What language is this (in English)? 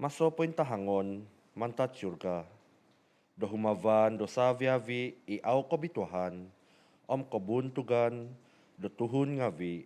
Central Dusun